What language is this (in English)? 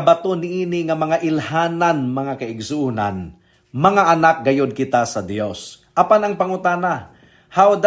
Cebuano